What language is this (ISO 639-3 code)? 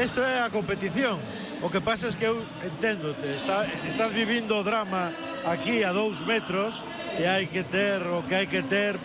glg